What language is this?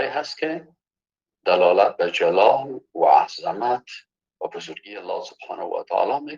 Persian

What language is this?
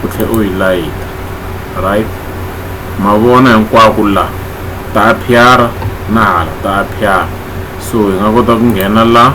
Tsonga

